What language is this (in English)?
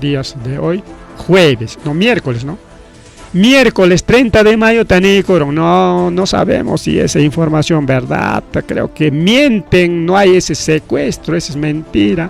Ayacucho Quechua